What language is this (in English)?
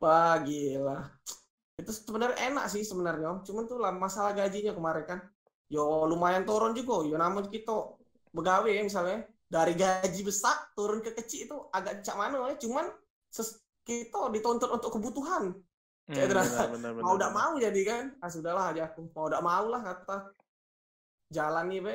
Musi